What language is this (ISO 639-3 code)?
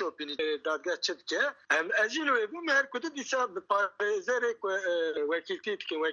kur